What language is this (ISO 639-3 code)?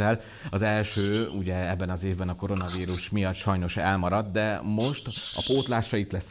hun